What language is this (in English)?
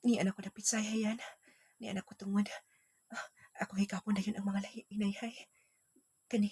Cebuano